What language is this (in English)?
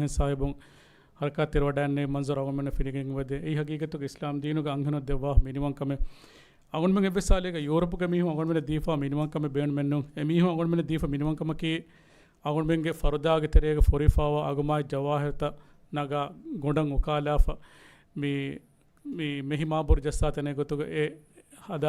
Divehi